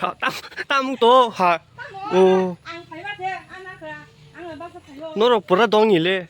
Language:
Kok Borok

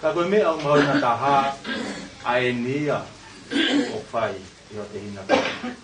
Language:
Tongan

